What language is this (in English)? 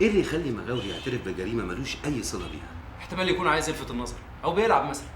Egyptian Arabic